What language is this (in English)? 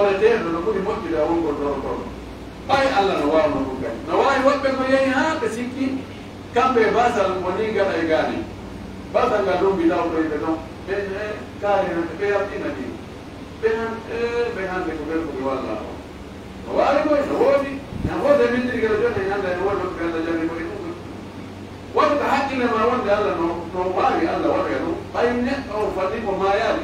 Pular